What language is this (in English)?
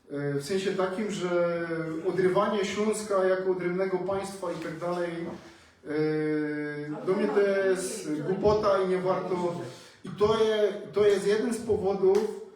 Silesian